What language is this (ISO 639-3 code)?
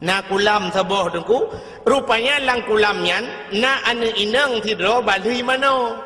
ace